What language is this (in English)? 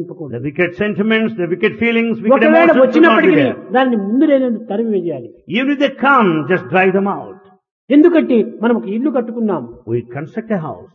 Telugu